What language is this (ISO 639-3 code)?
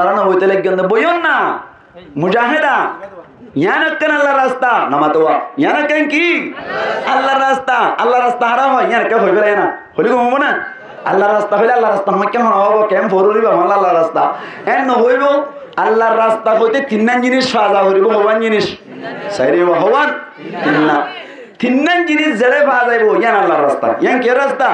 rhg